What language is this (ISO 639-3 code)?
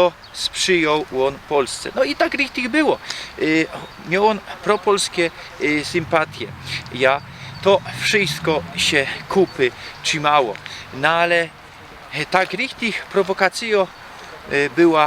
szl